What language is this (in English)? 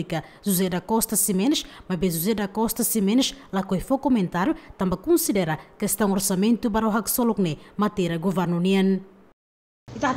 Tetum